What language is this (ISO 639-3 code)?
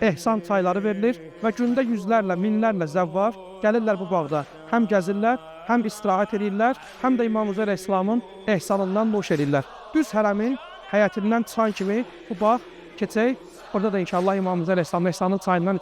aze